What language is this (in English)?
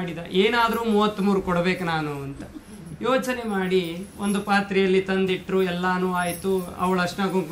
Kannada